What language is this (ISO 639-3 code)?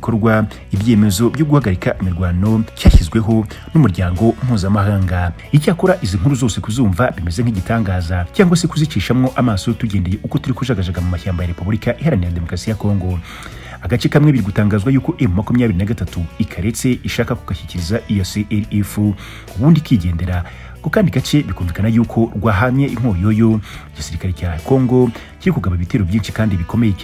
kin